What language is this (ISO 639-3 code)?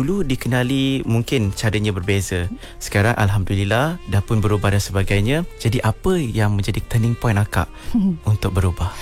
msa